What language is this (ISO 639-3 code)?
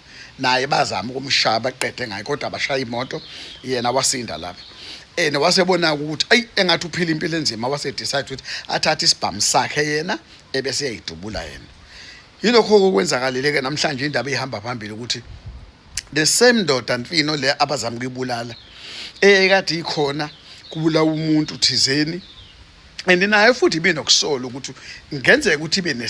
zul